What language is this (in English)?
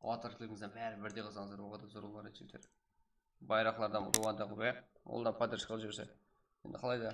Kara-Kalpak